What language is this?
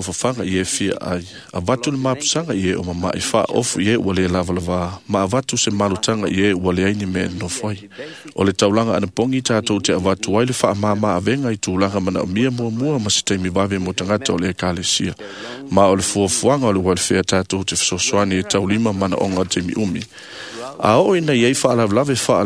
Samoan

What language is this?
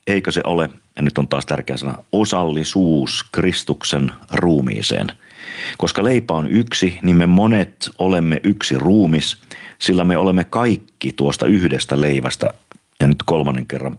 Finnish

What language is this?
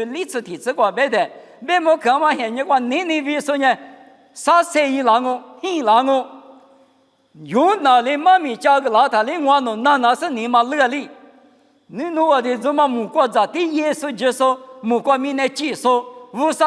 Lisu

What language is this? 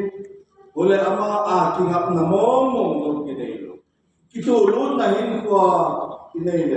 Tedim Chin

